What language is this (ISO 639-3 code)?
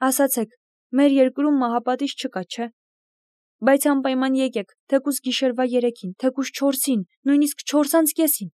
hye